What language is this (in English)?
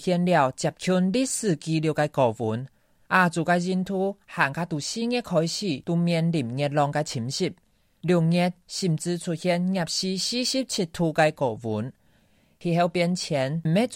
Hakka Chinese